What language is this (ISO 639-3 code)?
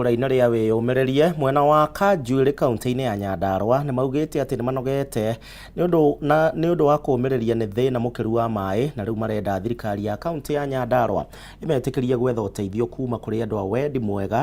kik